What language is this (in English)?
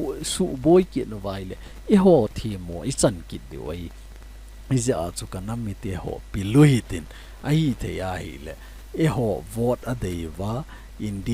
Thado Chin